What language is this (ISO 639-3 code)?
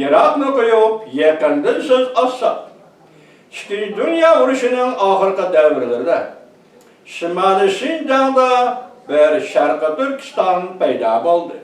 uig